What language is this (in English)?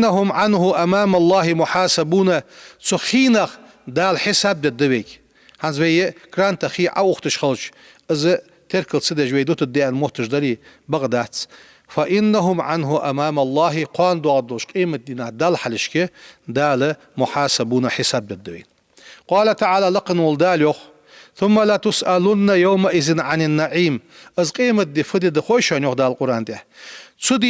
Ingush